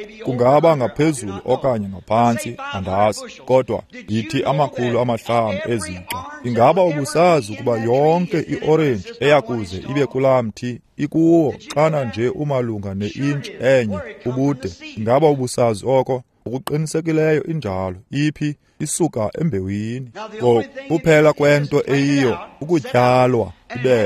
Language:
Xhosa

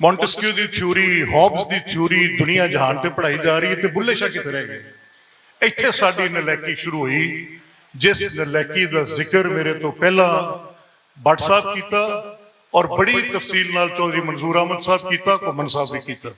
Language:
Western Panjabi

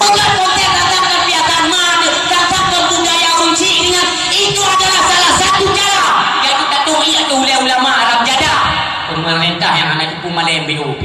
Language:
Achinese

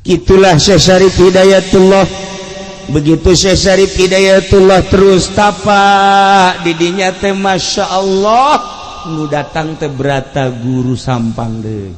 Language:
Sundanese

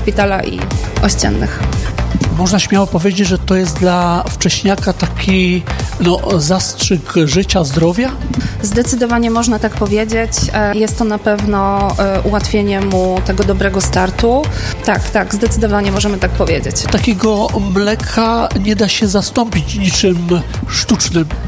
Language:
Polish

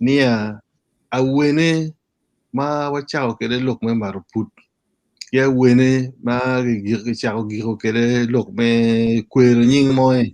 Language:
Acoli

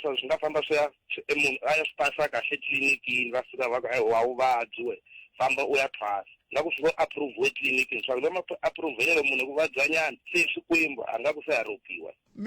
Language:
Tsonga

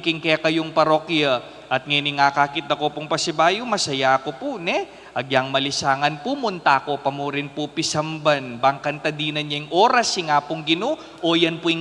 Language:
Pampanga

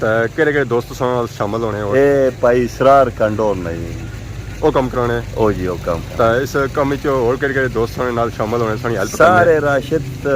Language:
Pahari-Potwari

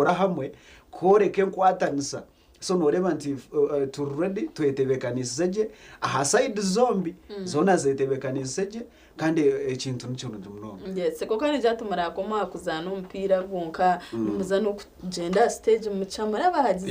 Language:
Nyankole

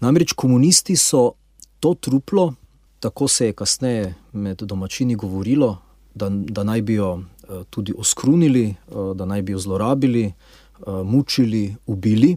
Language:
Slovenian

